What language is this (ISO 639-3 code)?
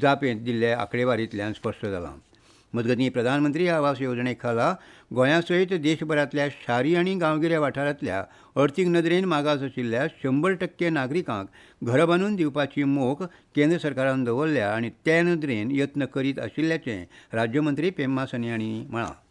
kok